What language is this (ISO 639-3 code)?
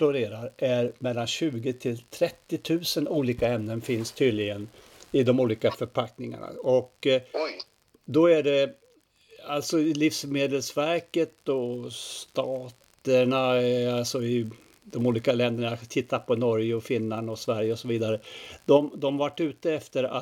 swe